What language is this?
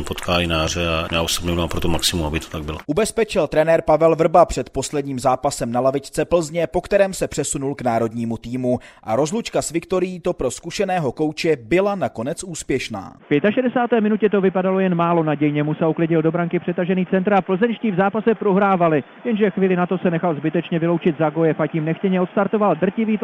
Czech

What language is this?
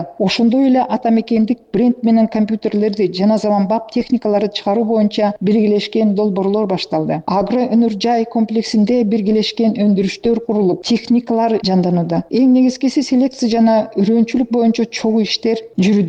Kyrgyz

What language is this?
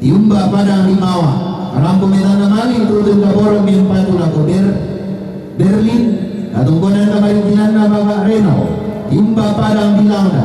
Toraja-Sa'dan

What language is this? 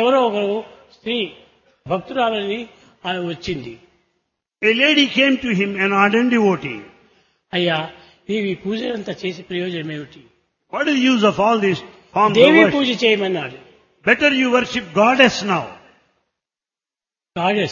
Telugu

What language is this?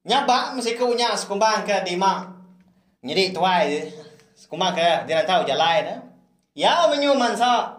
Iban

